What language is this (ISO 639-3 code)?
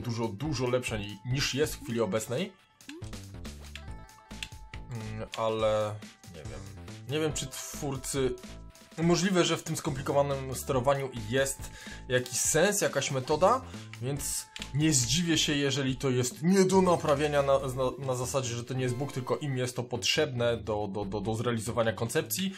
pol